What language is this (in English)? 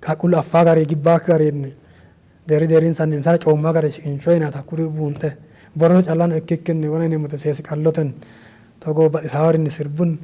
Sidamo